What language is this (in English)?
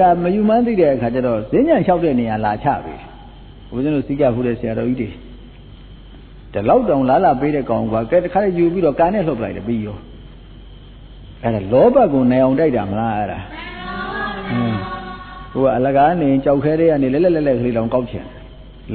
Burmese